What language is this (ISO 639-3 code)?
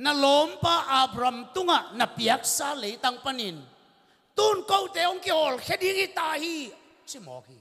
ctd